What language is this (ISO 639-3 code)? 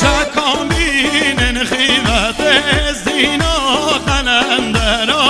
kur